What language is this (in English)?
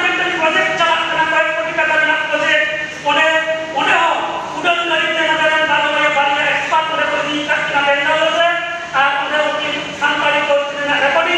Santali